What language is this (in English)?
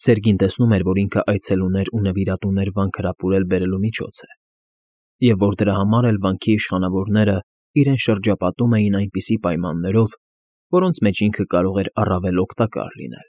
Armenian